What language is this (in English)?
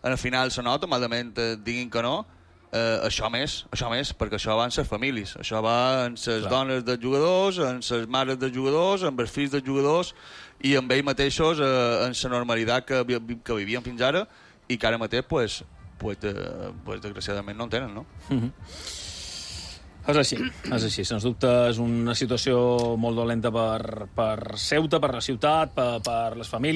Catalan